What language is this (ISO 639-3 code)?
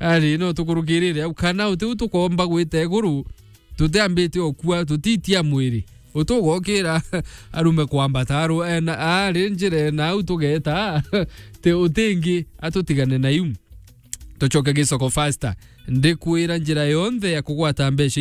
mer